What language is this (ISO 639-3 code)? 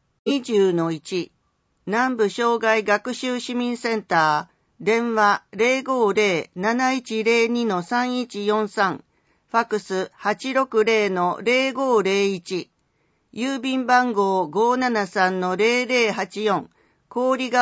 jpn